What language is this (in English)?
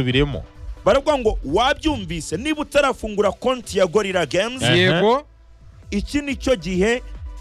Kinyarwanda